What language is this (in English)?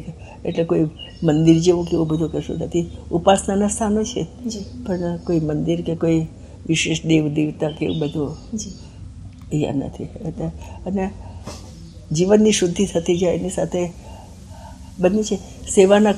Gujarati